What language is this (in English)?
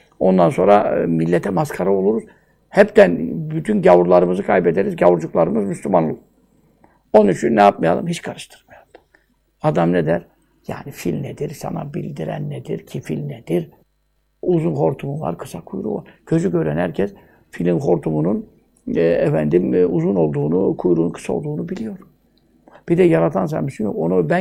Turkish